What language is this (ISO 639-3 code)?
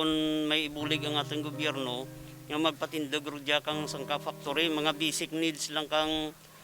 krj